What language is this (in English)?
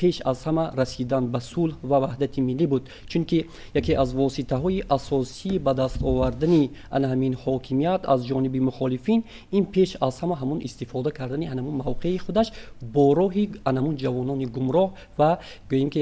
Tajik